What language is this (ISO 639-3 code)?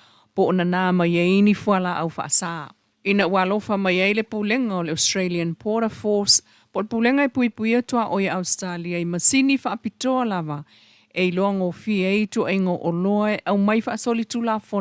smo